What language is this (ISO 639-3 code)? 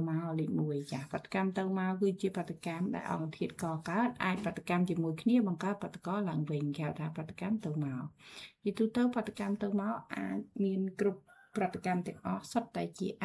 khm